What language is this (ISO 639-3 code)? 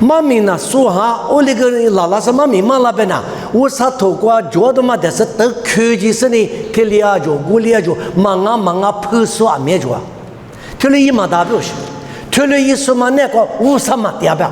lis